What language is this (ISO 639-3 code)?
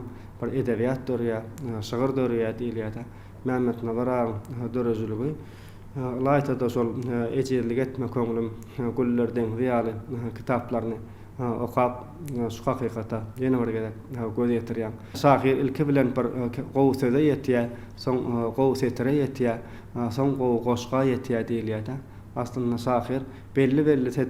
tuk